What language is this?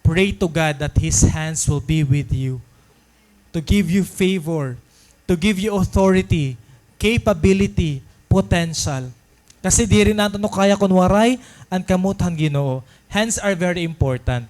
Waray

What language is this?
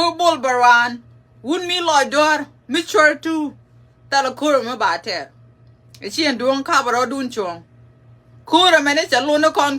Nuer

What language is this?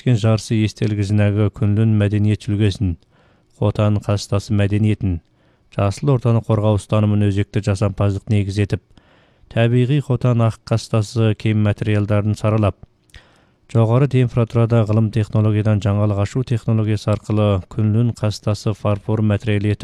Kyrgyz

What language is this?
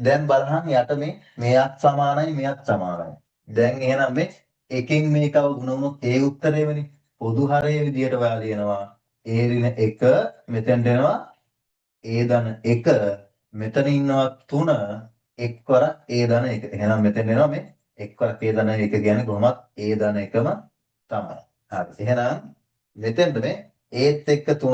Sinhala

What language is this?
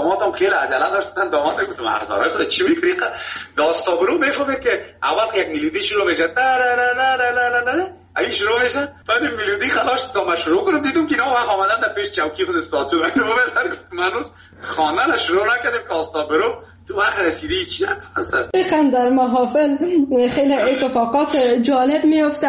Persian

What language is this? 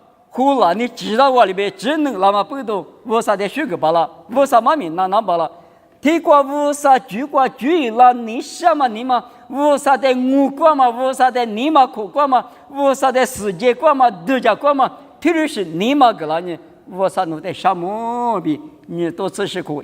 Lisu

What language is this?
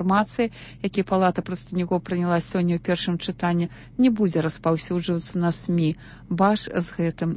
Belarusian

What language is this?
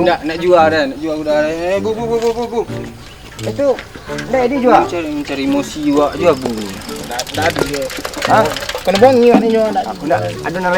Minangkabau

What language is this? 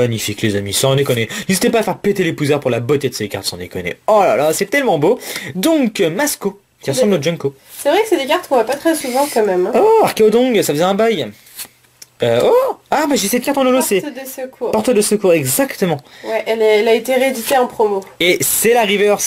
French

